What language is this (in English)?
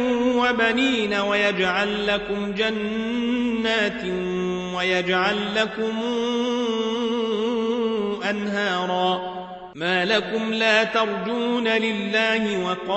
Arabic